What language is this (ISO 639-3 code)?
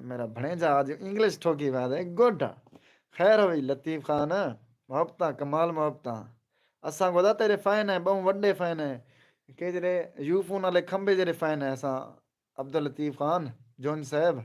skr